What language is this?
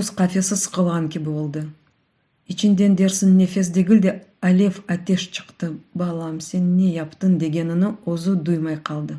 Crimean Tatar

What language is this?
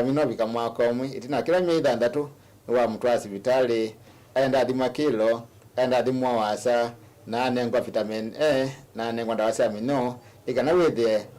Kamba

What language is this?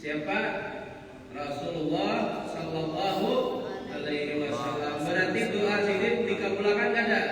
Banjar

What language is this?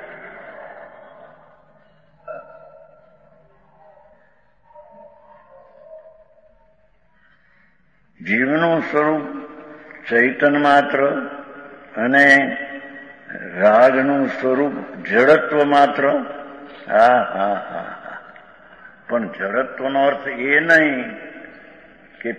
Gujarati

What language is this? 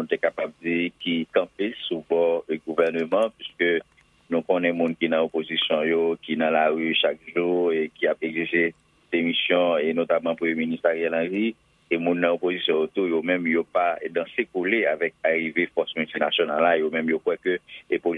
Haitian Creole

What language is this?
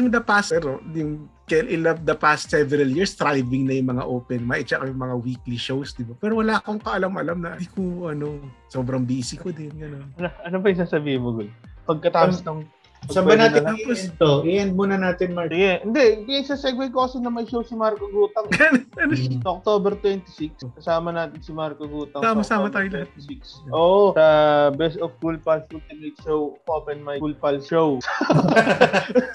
Filipino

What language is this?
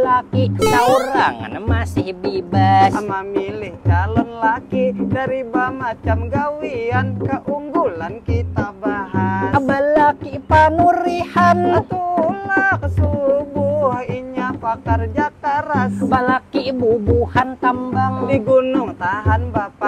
Banjar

